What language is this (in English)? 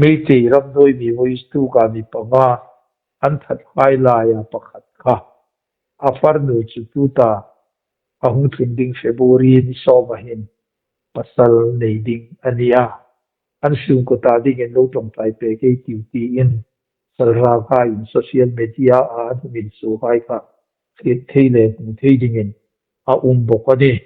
Hmar